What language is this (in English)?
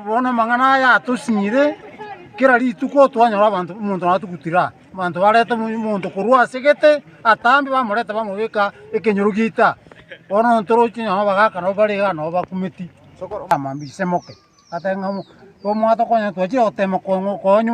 Gusii